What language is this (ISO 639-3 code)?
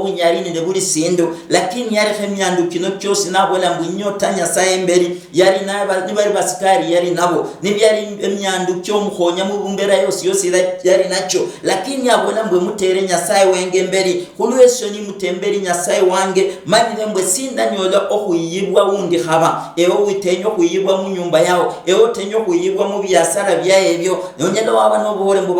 luy